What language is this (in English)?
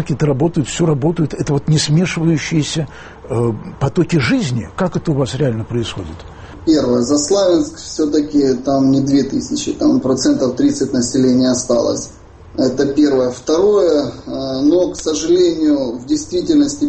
Russian